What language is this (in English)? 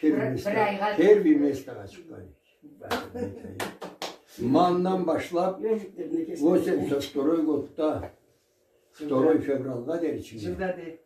Karachay-Balkar